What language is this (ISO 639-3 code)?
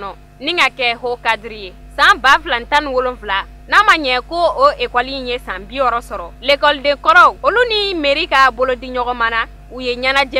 bam